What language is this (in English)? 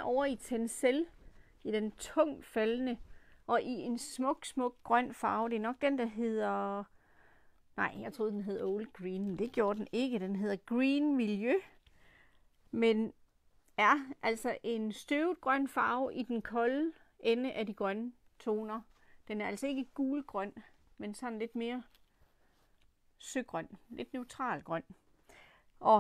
Danish